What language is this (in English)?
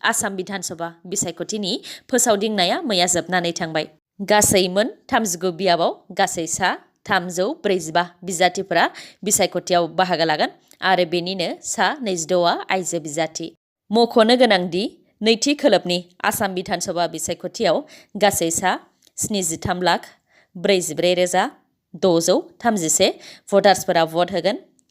Bodo